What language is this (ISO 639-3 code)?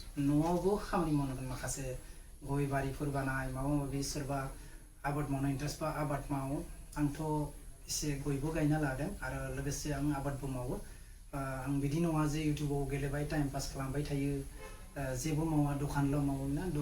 brx